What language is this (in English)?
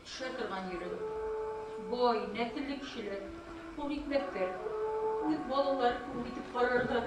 Bashkir